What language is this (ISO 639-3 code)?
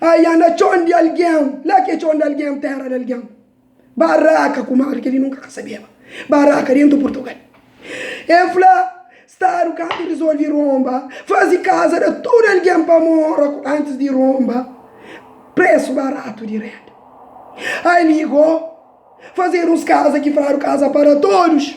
kea